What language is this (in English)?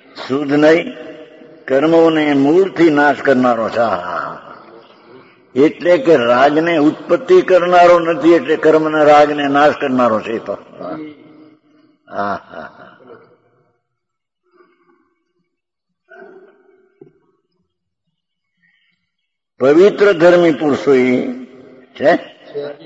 Gujarati